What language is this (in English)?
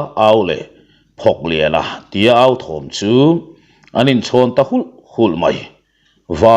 Mizo